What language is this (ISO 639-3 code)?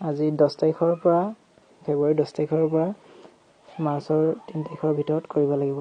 asm